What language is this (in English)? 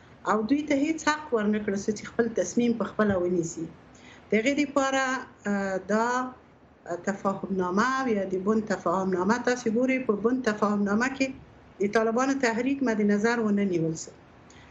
Pashto